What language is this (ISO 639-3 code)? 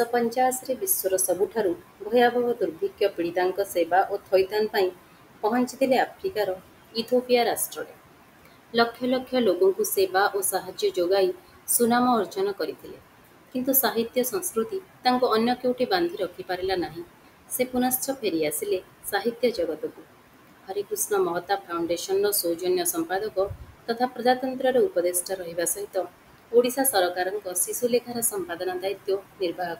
ori